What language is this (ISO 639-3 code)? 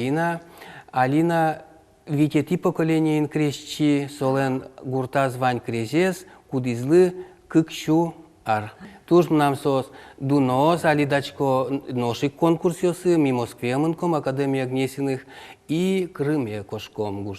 udm